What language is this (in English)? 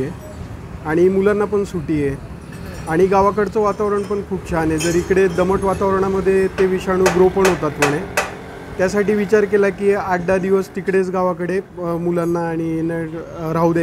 Marathi